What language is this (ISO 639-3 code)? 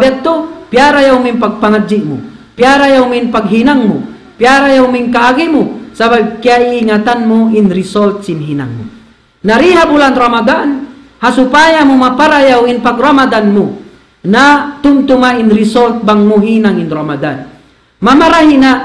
tsg